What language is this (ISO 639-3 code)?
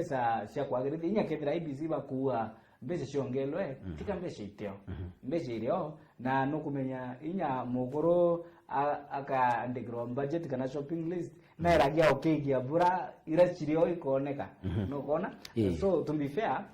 mer